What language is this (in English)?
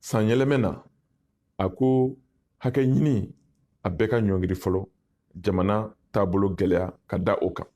Bambara